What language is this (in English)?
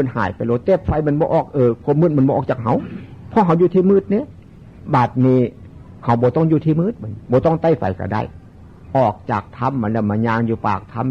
Northeastern Thai